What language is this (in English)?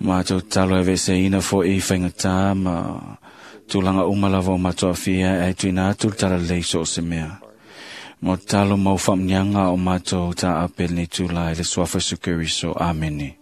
Samoan